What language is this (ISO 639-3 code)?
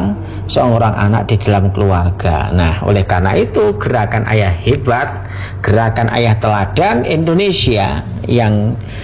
ind